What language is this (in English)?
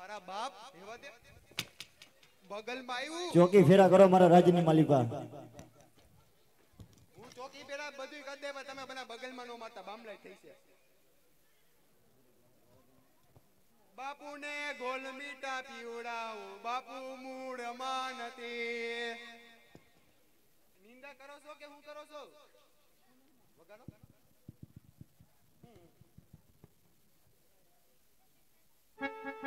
Gujarati